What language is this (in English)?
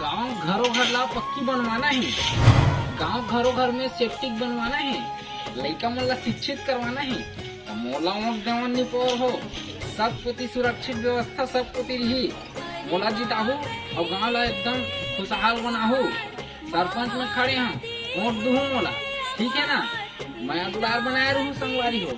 Chhattisgarhi